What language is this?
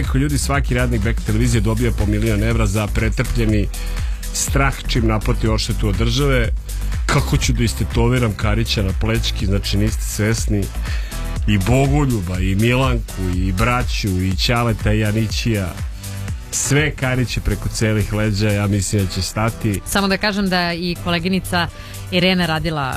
Serbian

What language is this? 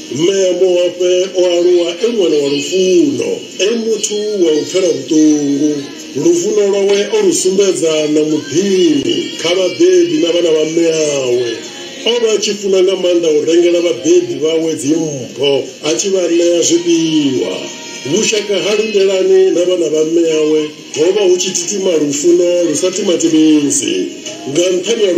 Venda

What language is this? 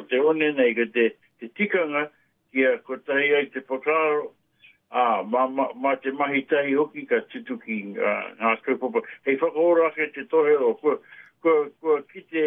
Māori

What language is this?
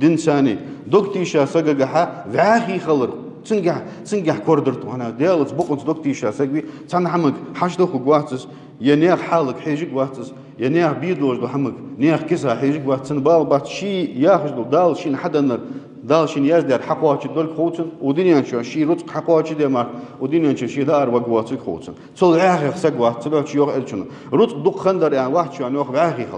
Ingush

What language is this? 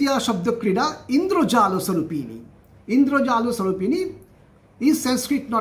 Sanskrit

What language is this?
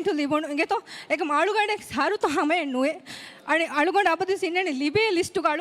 Divehi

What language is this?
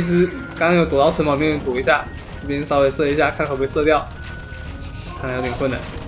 Chinese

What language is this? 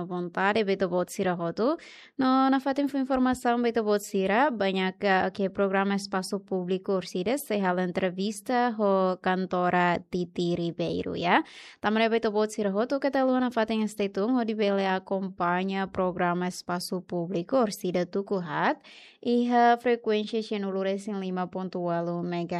Tetum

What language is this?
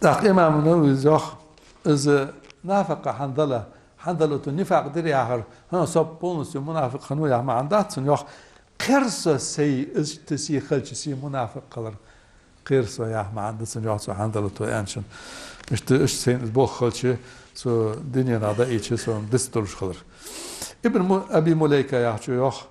Ingush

